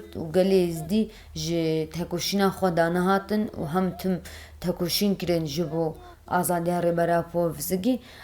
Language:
Kurdish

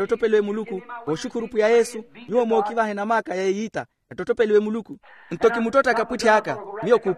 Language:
Makhuwa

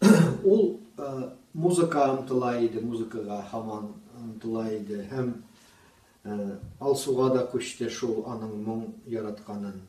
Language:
Tatar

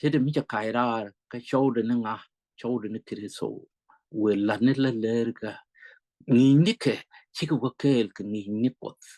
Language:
Nuer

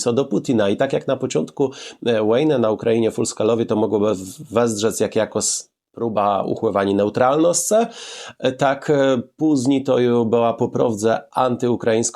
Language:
Kashubian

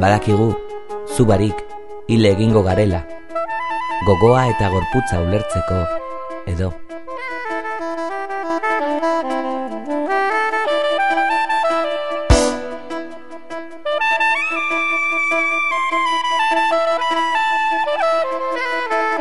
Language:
Basque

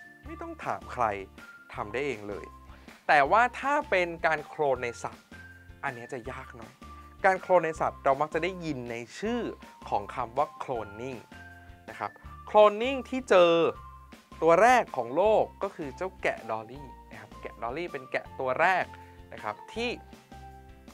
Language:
Thai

